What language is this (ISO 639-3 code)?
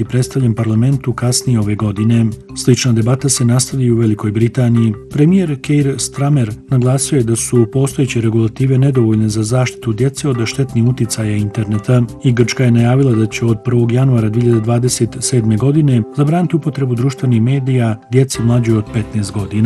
bos